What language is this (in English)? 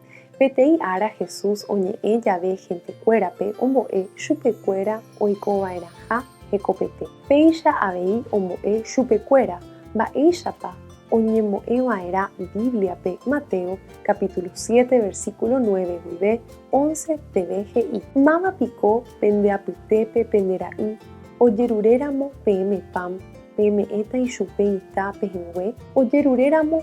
Guarani